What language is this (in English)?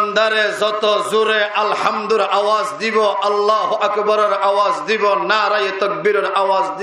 Rohingya